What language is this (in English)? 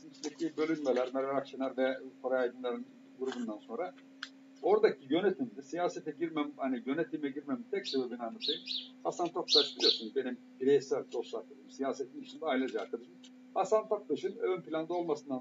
Turkish